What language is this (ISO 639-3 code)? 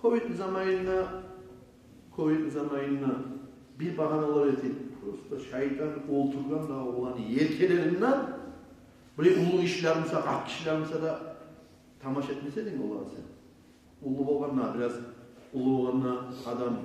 kum